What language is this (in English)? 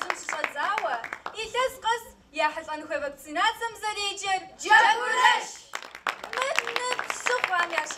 Kabardian